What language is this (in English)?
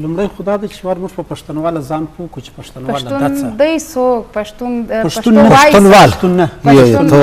Eastern Balochi